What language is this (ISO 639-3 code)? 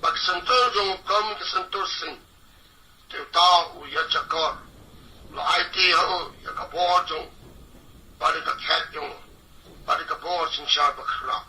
kha